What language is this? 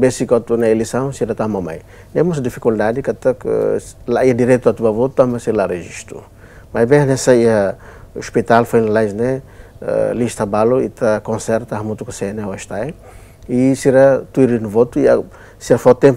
Tetum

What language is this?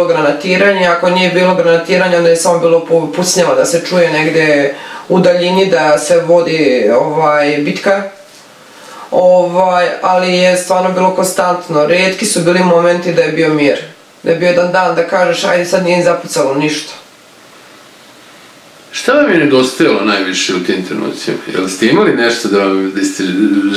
Serbian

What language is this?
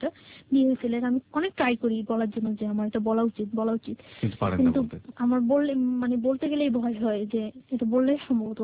Bangla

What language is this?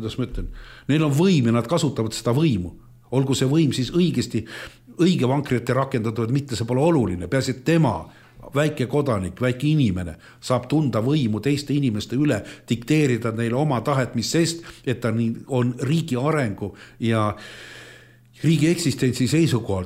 Estonian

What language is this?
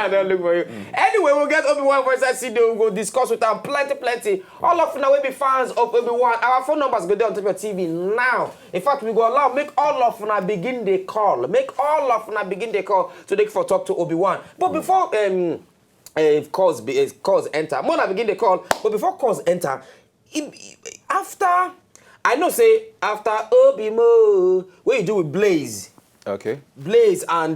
Nigerian Pidgin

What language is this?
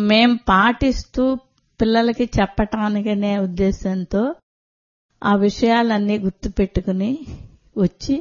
Telugu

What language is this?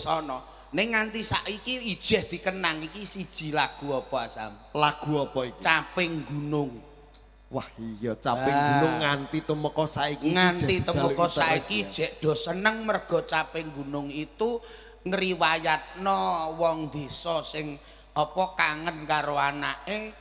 Javanese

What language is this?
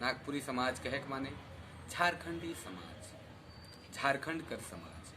Sadri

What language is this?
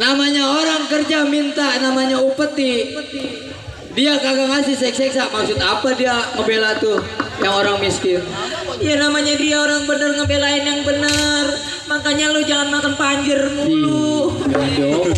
Betawi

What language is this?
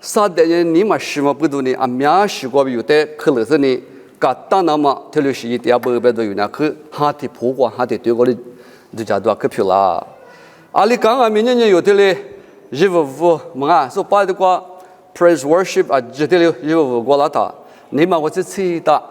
Lisu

